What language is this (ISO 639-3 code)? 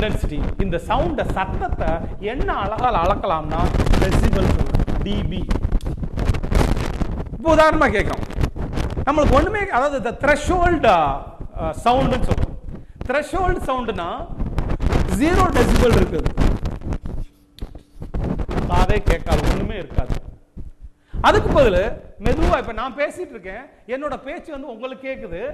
tam